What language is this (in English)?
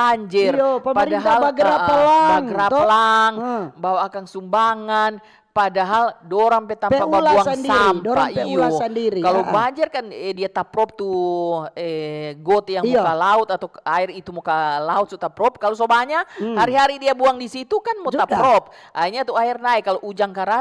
Manado Malay